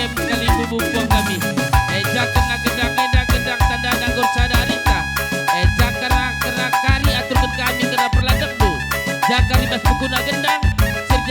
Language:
Batak Karo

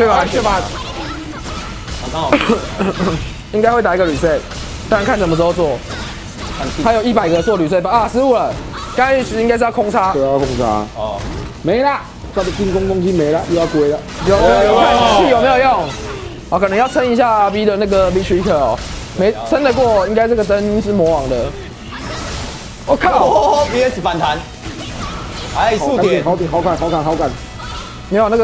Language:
Chinese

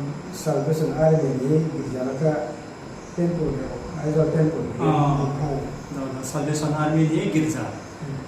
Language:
Riang (India)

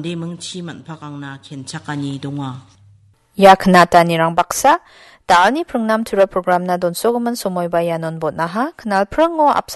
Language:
Garo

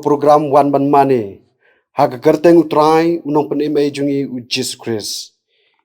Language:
Khasi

